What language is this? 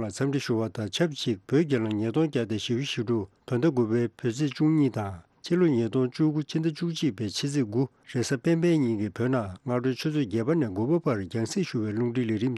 Tibetan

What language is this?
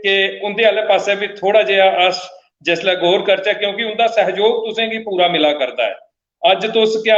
Dogri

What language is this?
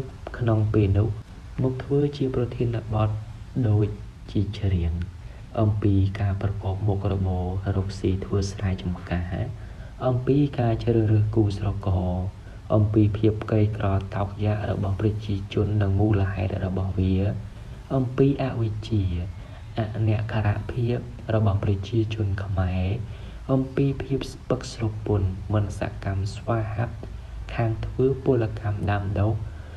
Khmer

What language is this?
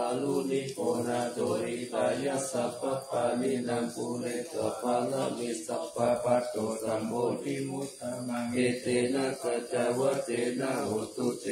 Pali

